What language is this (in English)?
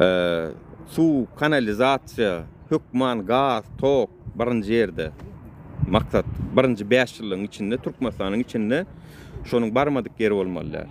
Turkmen